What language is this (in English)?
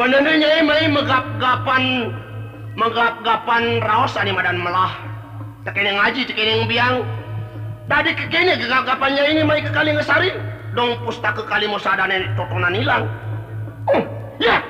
Balinese